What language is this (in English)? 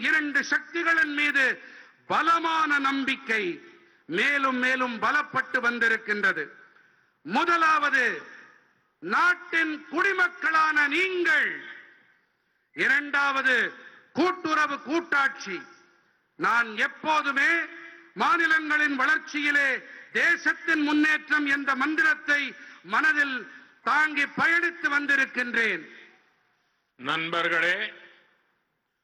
Tamil